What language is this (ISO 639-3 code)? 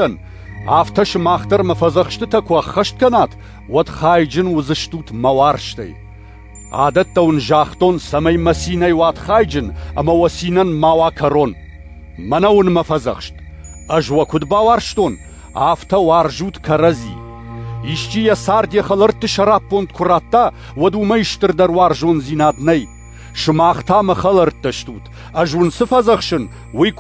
oss